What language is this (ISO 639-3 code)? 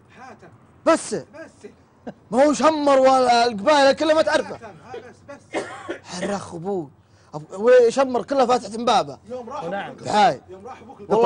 ara